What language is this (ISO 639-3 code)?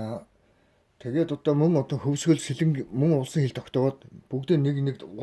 mon